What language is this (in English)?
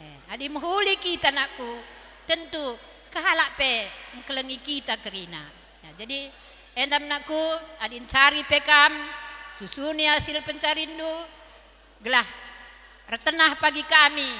Batak Karo